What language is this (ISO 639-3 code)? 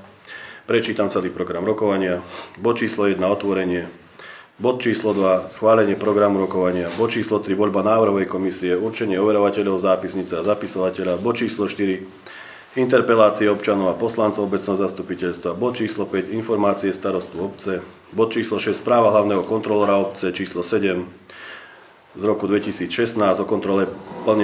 slk